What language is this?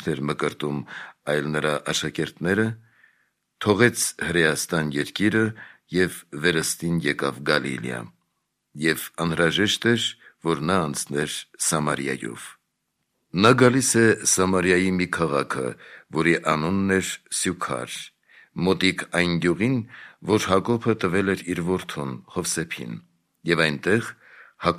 Armenian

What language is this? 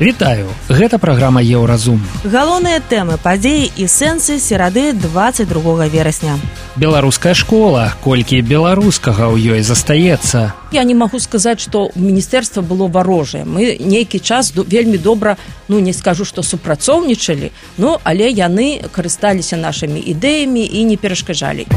Belarusian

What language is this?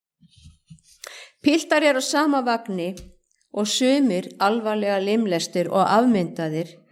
Icelandic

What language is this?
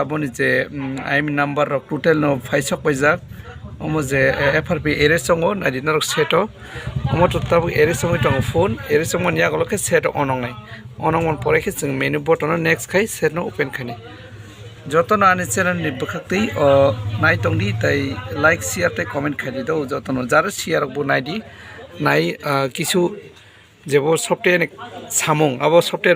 Kok Borok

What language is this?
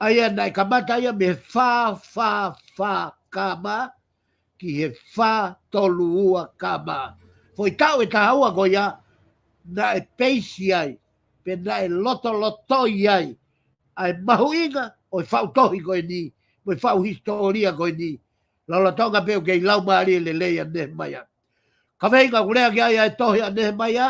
Tongan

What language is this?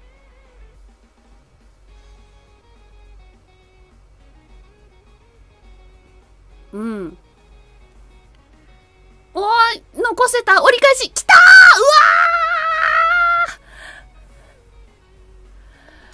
Japanese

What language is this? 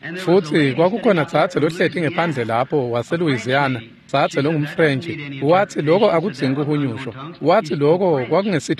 Swati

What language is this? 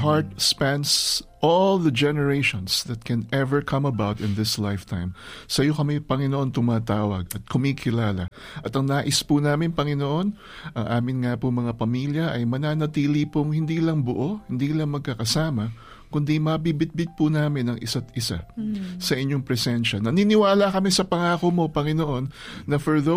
Filipino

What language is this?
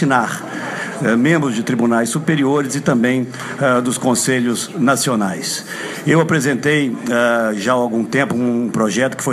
Portuguese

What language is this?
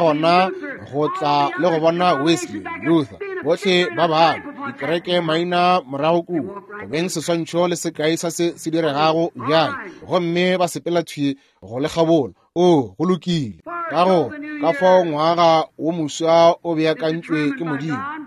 Northern Sotho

